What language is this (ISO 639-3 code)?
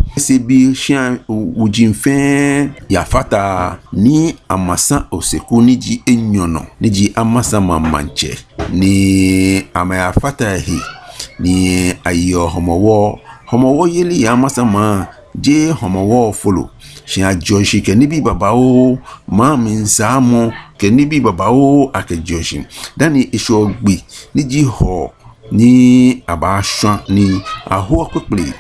gaa